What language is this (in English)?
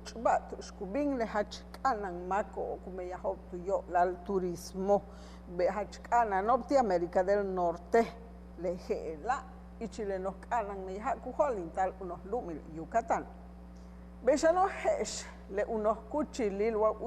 Yucateco